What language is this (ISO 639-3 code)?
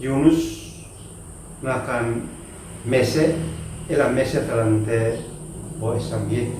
aoz